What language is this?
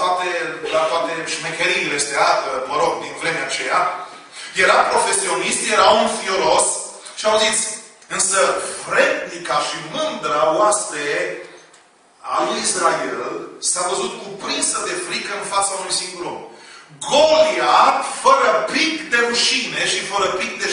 Romanian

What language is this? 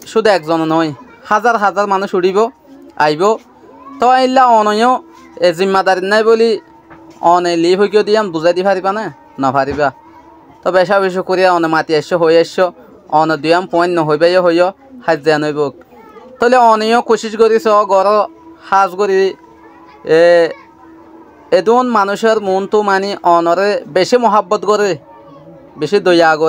Rohingya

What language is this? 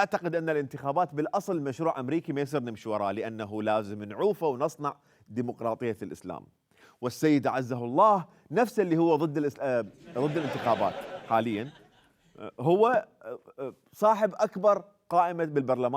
Mesopotamian Arabic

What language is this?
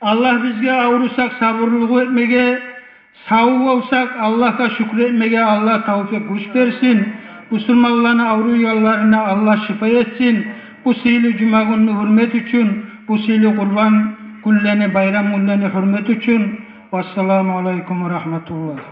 Kumyk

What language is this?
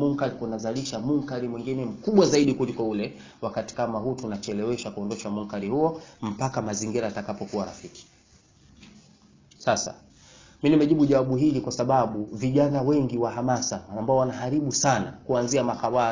Swahili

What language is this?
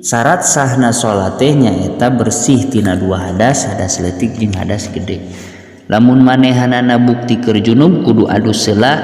Sundanese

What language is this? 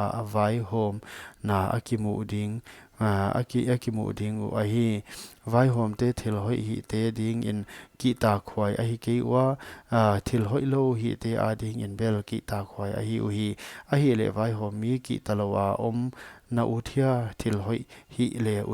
Paite Chin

